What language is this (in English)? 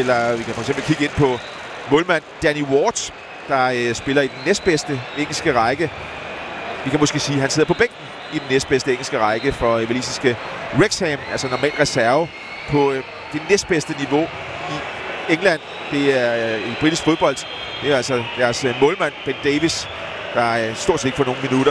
Danish